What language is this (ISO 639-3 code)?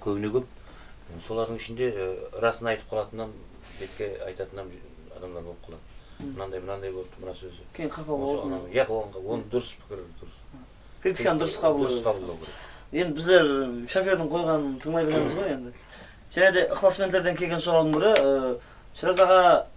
kaa